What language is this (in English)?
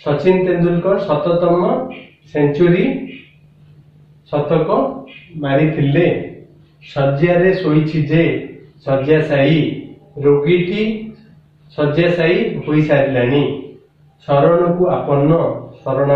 Odia